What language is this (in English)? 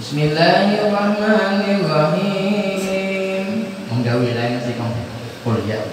Banjar